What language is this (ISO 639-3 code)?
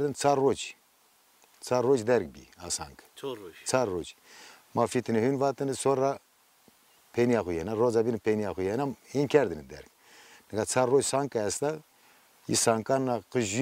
zza